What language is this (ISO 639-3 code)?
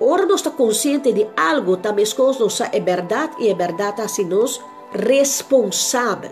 pap